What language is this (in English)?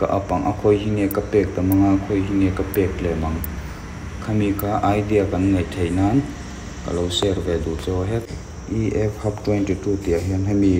Mizo